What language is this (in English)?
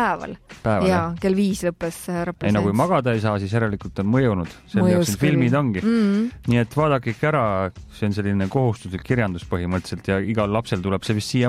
Estonian